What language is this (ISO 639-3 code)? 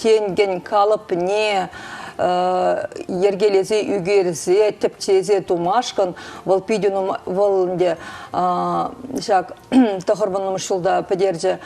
chv